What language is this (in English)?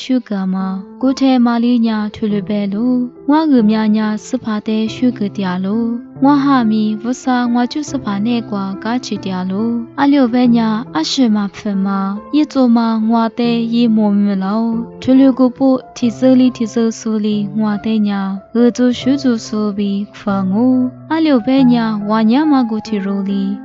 Lisu